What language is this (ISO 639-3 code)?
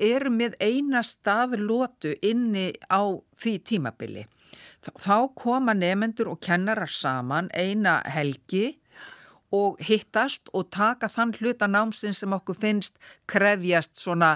isl